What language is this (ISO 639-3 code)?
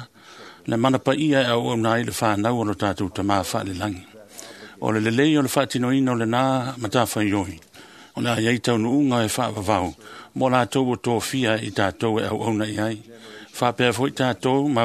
smo